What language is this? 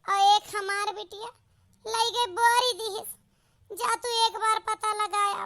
Awadhi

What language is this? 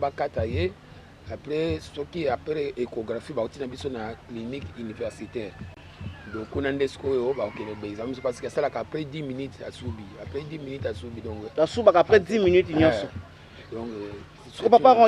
Lingala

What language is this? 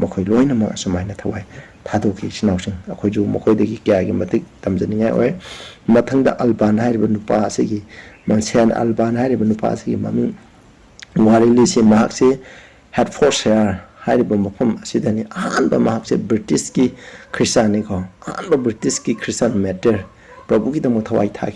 Manipuri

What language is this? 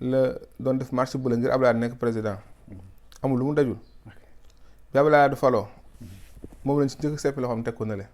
Wolof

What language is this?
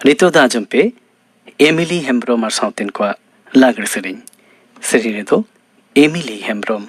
Santali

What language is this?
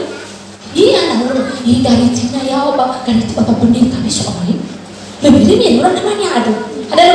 Nias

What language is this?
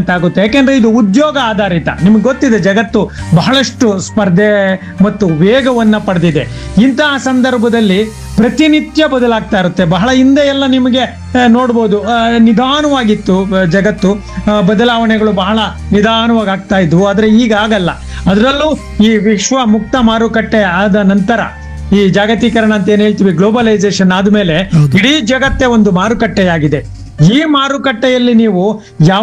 Kannada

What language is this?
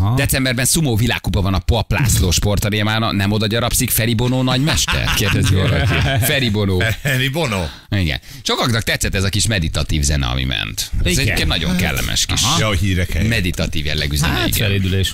Hungarian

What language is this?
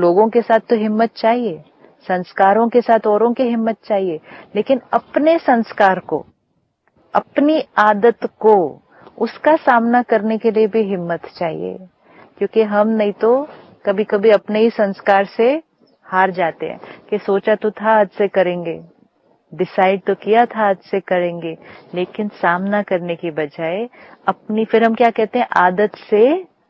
Hindi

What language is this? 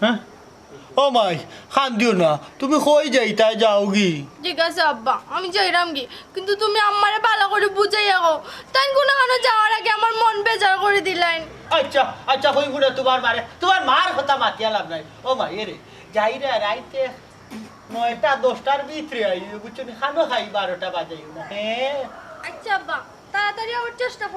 Sylheti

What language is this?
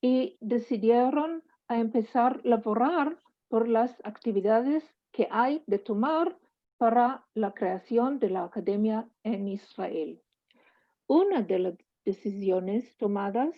Ladino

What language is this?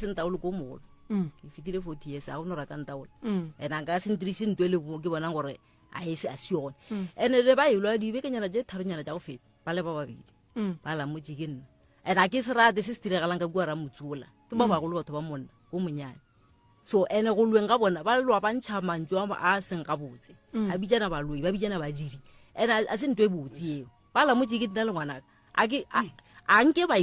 Northern Sotho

